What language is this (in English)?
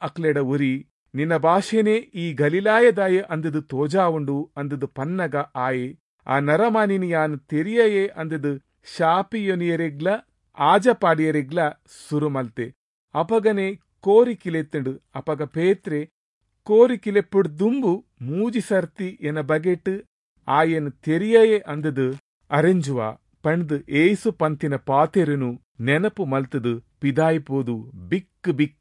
Tulu